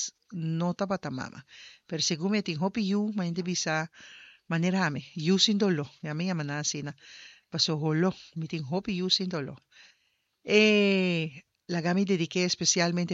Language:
Papiamento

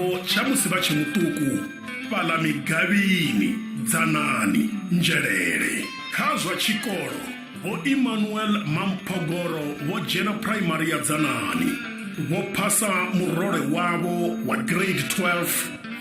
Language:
Venda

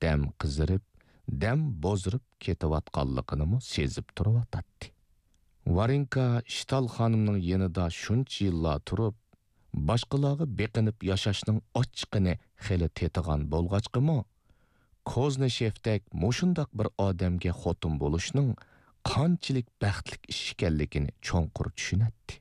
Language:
Uyghur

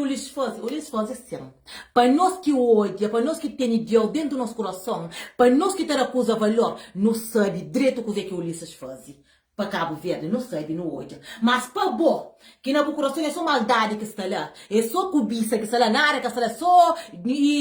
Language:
Kabuverdianu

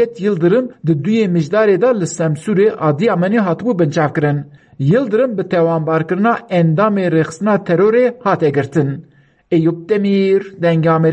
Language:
Kurdish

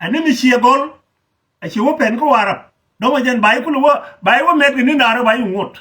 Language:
Nuer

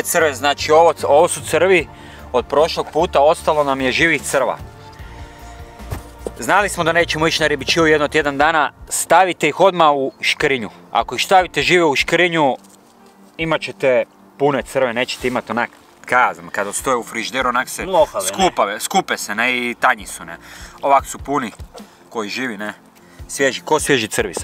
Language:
Croatian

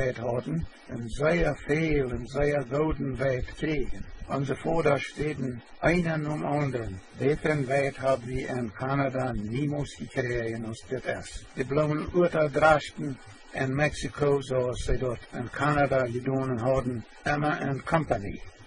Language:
Plautdietsch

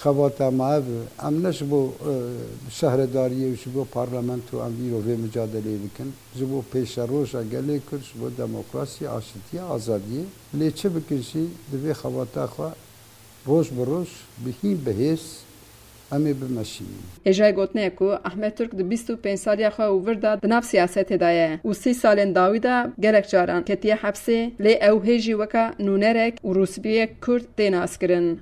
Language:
Kurdish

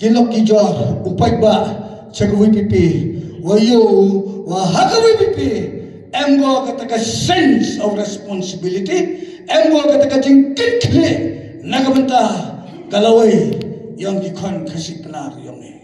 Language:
Khasi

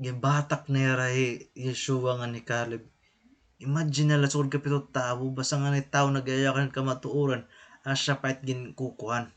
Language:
Waray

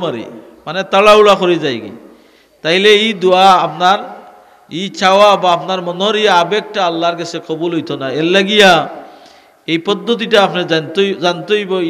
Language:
Sylheti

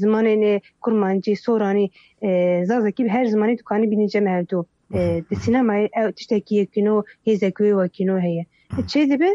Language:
Kurdish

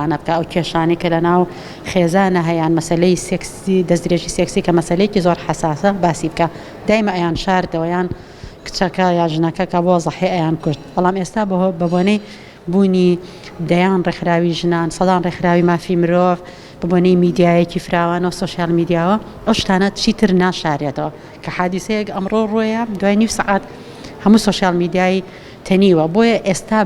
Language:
Central Kurdish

